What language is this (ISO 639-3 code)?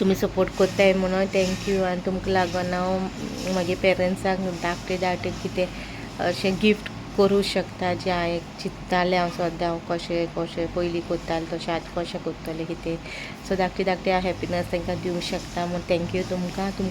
kok